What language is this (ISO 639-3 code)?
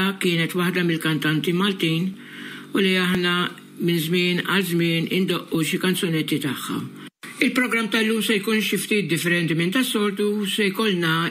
mlt